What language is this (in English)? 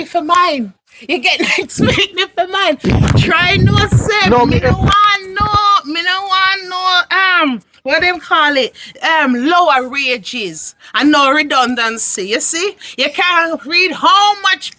Jamaican Creole English